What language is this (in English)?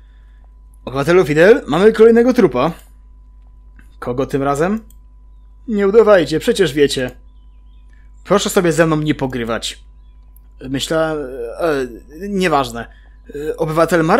Polish